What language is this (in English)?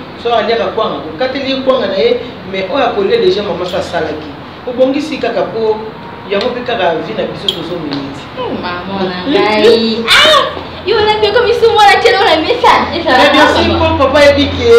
Lingala